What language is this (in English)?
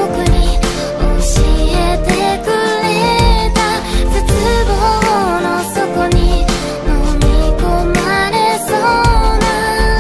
Japanese